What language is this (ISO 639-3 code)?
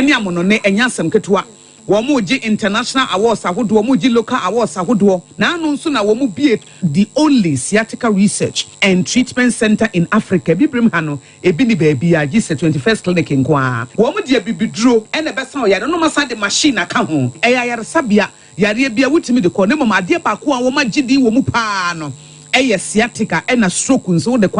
aka